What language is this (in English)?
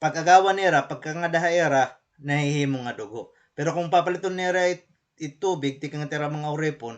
Waray